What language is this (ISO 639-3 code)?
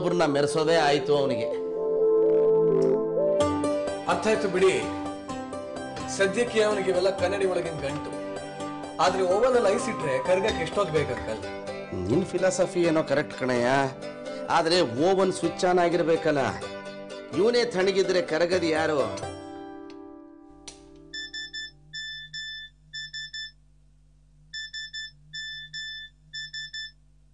kan